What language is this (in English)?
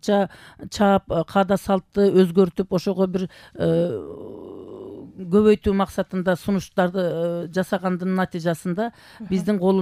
Kyrgyz